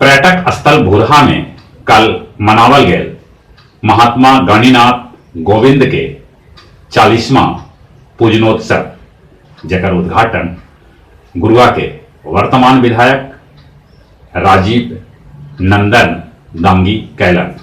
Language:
Magahi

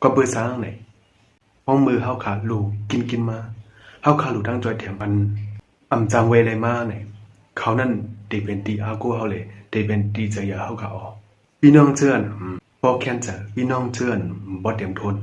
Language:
Shan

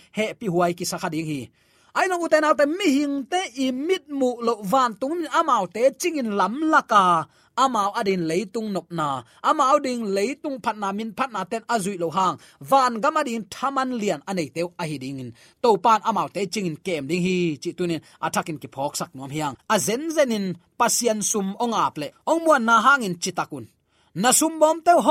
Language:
Tedim Chin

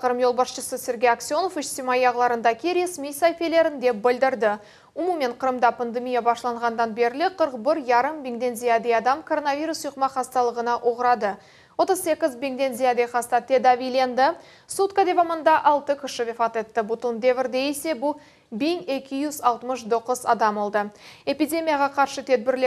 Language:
Crimean Tatar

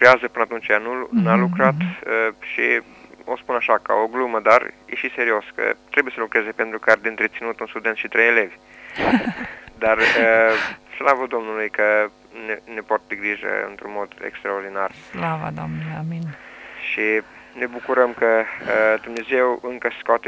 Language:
Romanian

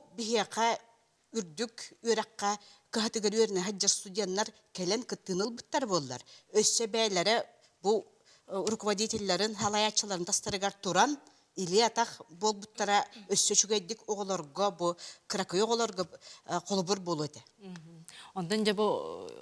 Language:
Yakut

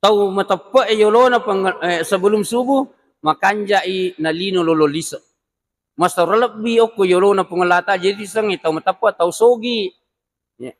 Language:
Buginese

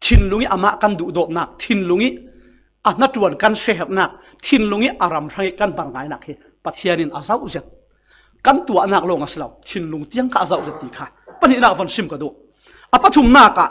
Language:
Falam Chin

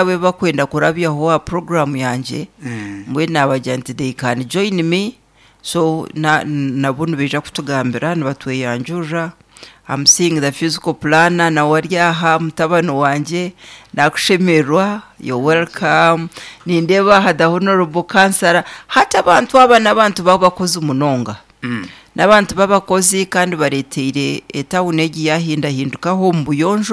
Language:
Nyankole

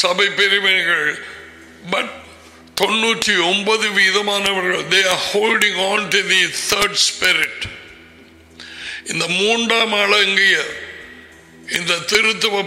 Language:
Tamil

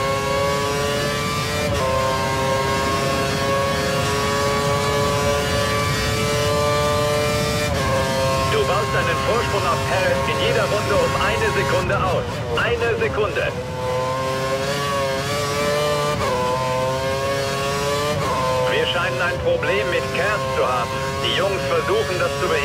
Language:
German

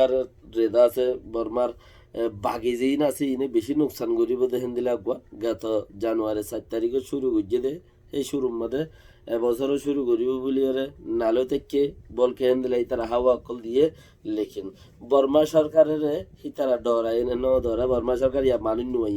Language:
Rohingya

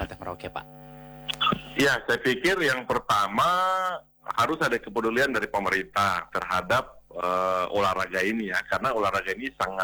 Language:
Indonesian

